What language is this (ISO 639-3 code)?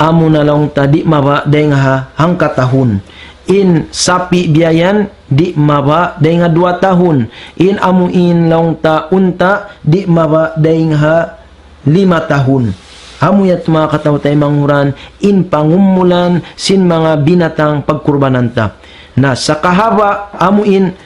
tsg